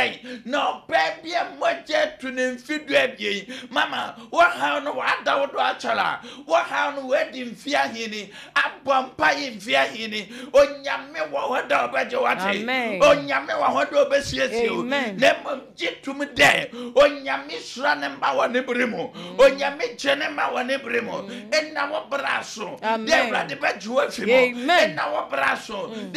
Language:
Akan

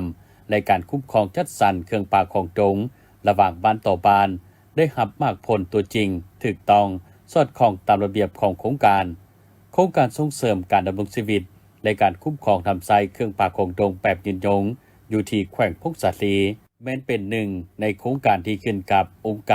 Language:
Lao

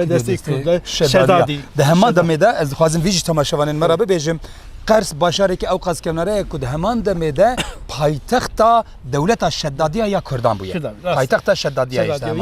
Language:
Kurdish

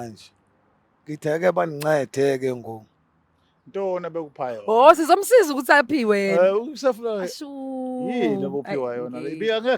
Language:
Zulu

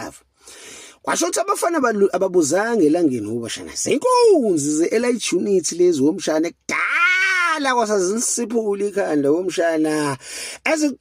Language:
Zulu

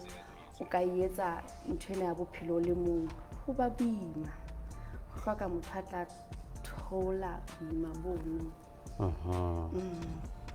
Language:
Southern Sotho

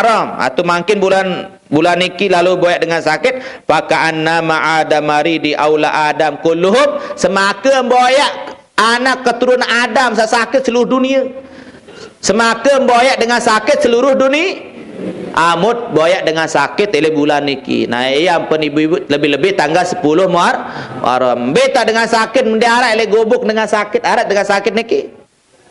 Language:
Sasak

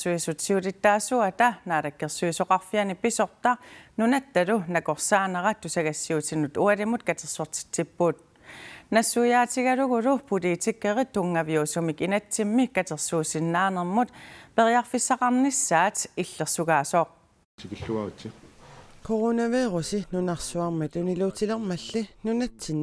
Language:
Kalaallisut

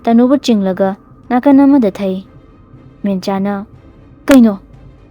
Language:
Manipuri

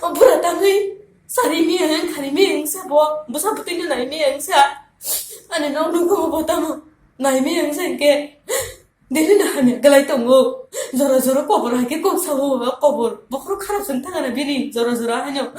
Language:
Kok Borok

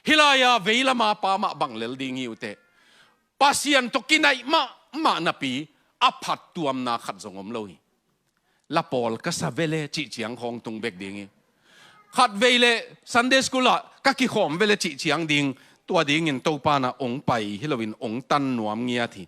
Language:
Tedim Chin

